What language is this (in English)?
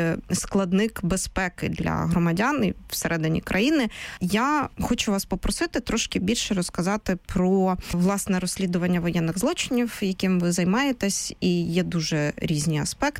Ukrainian